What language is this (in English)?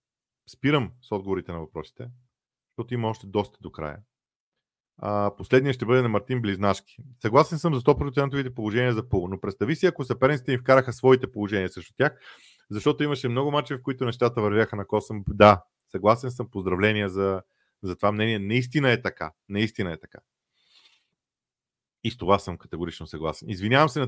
Bulgarian